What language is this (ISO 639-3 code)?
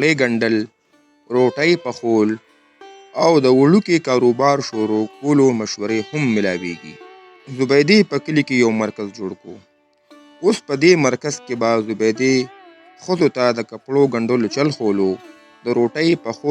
pus